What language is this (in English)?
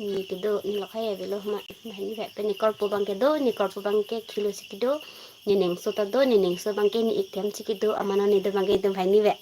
Karbi